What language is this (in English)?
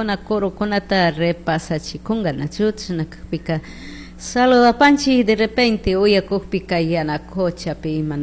Chimborazo Highland Quichua